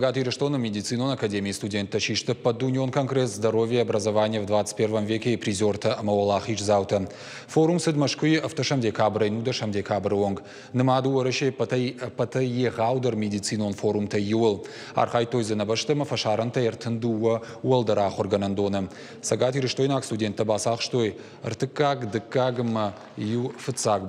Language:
Ossetic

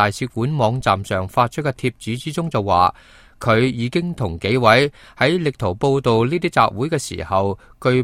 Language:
Cantonese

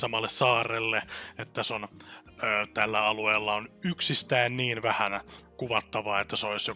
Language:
Finnish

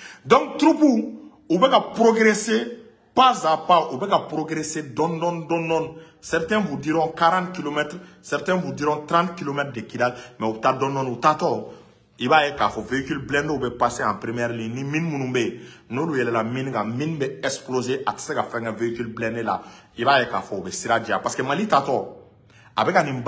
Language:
Bambara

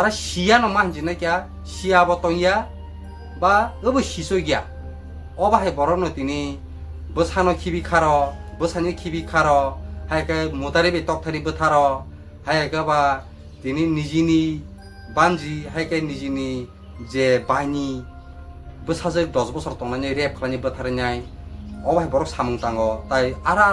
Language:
Kok Borok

